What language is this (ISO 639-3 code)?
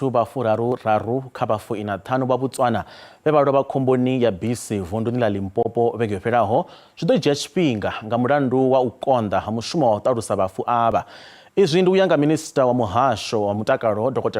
ven